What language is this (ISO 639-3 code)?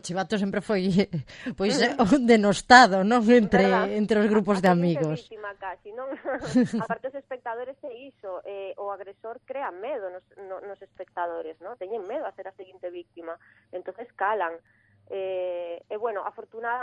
glg